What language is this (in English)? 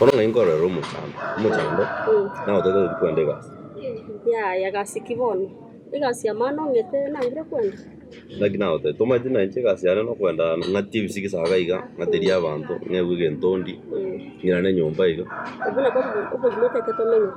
Gusii